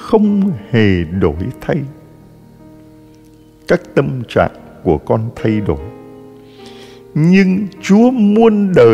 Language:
Vietnamese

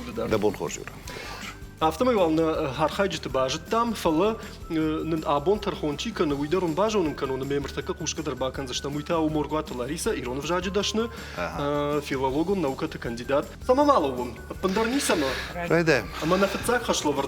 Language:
Ossetic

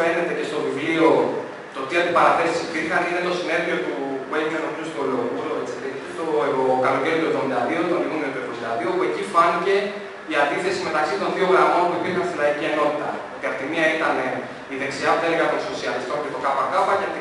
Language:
Greek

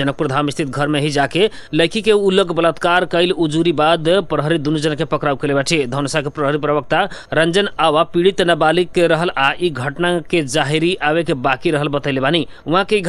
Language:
Bhojpuri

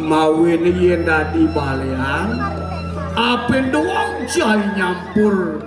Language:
Balinese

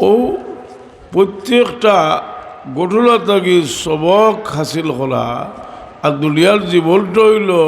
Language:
Sylheti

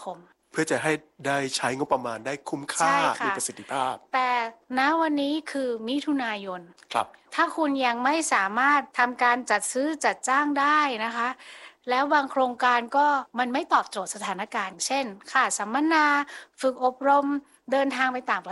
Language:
Thai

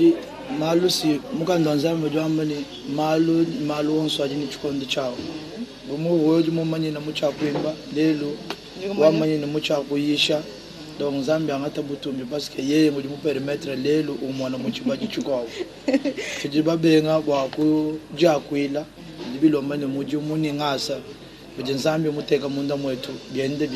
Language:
Luba-Lulua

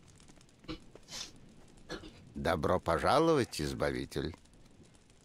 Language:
Russian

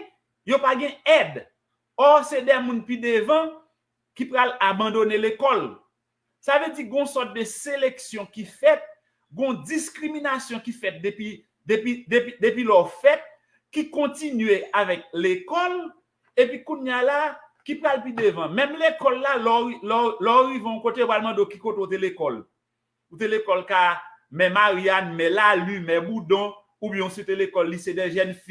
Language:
Haitian Creole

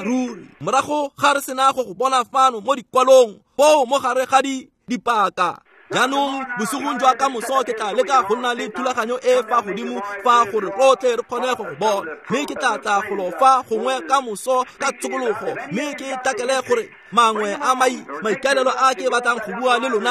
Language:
Tswana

